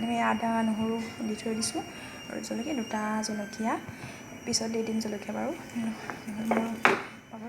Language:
Assamese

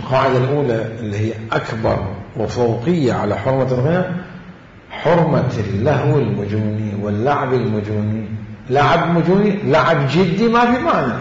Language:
Mesopotamian Arabic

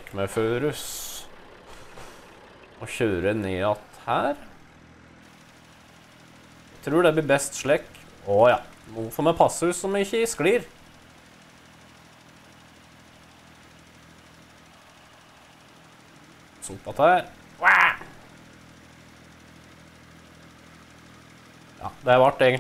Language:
Norwegian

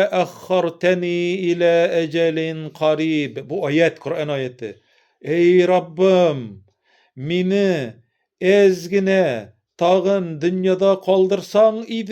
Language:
Tatar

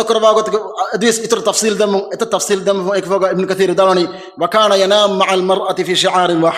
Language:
Divehi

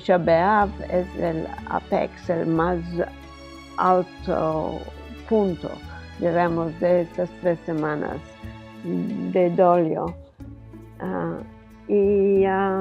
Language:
Ladino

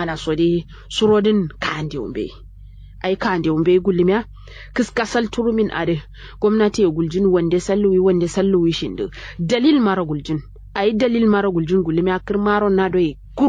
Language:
Kanuri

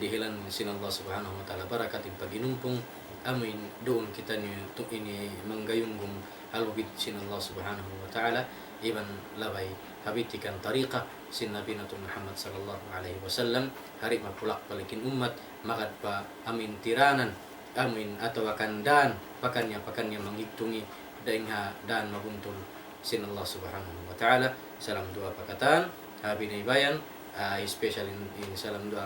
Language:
Tausug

